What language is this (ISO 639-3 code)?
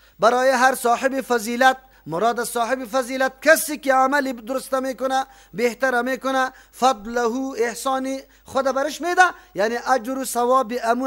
fas